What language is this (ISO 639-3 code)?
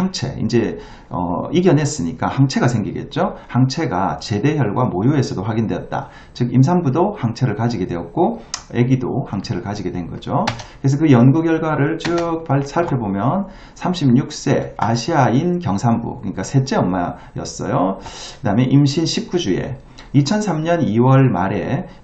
kor